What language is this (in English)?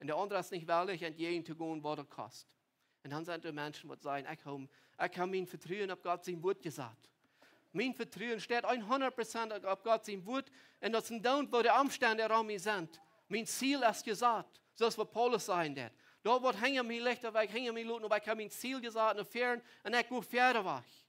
Plautdietsch